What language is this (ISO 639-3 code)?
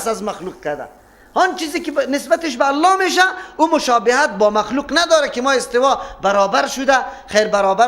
fas